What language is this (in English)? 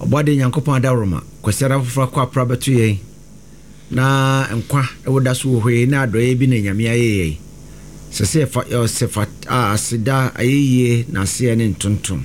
Akan